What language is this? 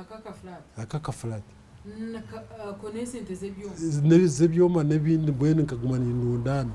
Nyankole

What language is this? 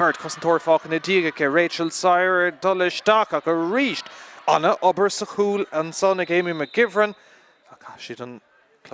Irish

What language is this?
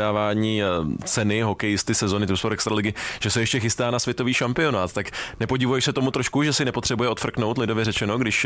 Czech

